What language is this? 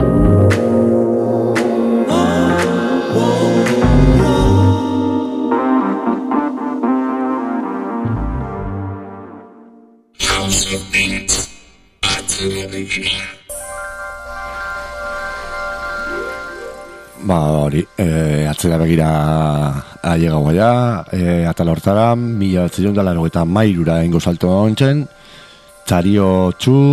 Basque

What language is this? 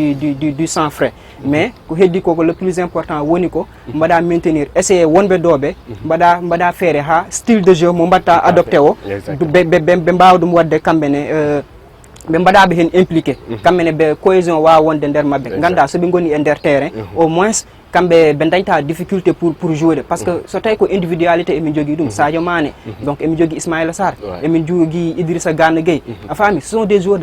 Fula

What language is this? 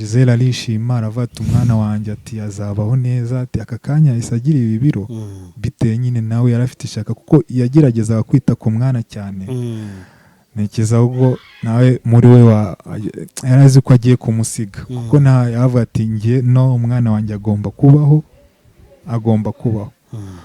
Kinyarwanda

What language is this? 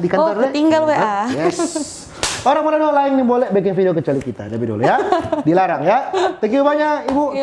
Manado Malay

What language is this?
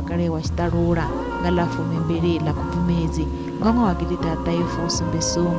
Venda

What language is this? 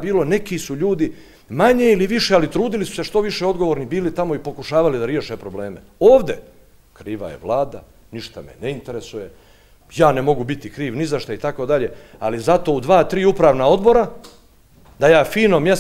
Bosnian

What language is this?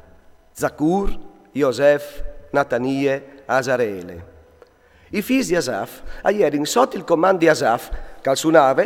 Friulian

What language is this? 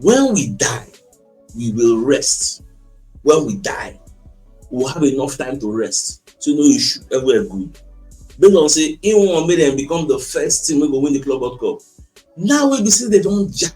Nigerian Pidgin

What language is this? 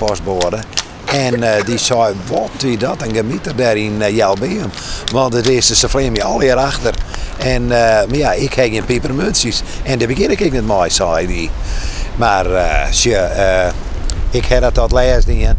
Western Frisian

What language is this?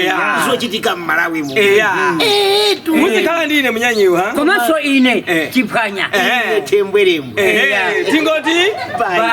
Nyanja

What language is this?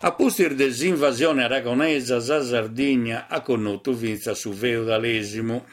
Sardinian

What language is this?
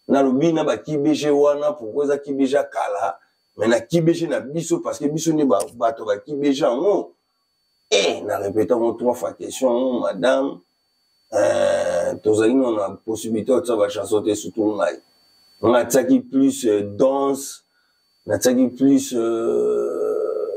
Lingala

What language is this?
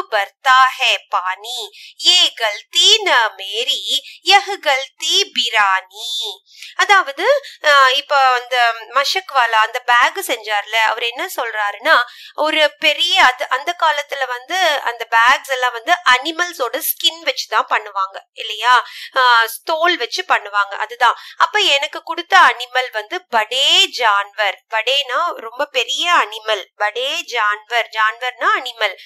Tamil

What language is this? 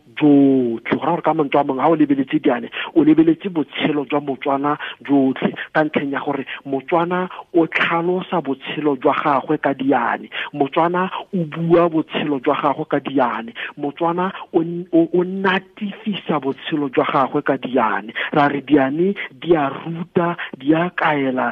Tswana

